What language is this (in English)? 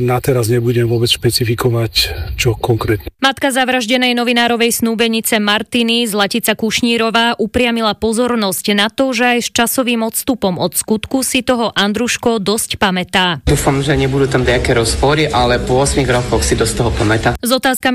Slovak